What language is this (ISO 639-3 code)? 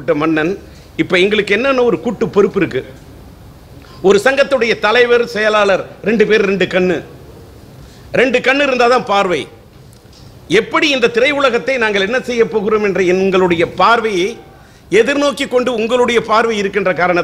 tam